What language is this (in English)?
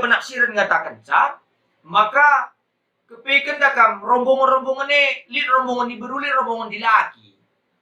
Batak Karo